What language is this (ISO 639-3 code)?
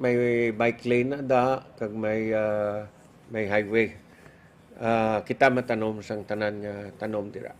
hil